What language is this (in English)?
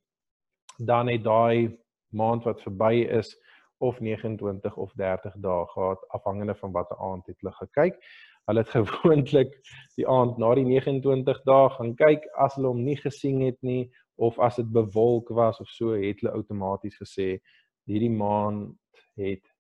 Afrikaans